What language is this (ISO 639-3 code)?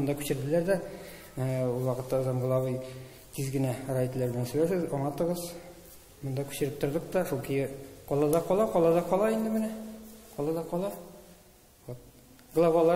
tat